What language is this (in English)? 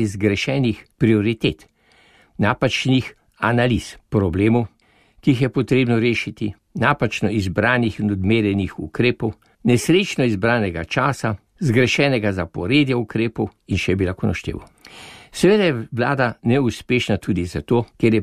Slovenian